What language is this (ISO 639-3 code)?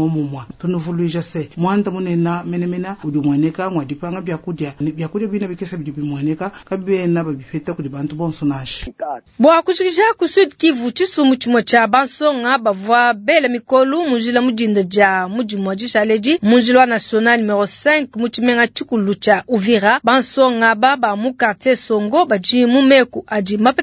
lua